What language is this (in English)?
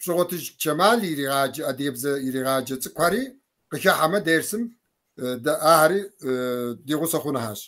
Kabardian